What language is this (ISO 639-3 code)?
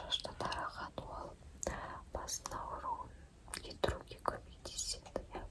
kaz